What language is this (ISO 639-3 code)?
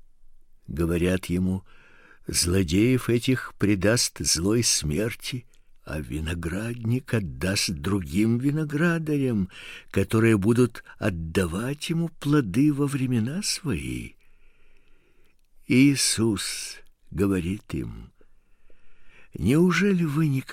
rus